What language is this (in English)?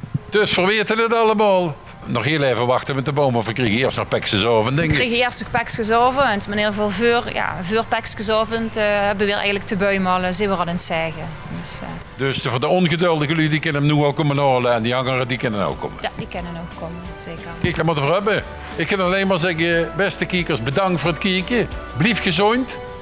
Limburgish